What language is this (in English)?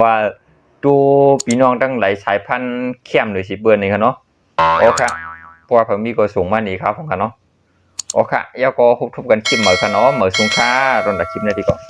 Shan